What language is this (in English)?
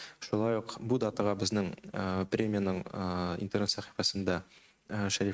Tatar